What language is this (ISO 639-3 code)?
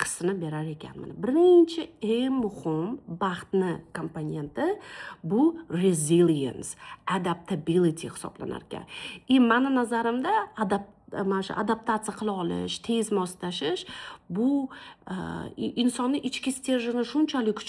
uzb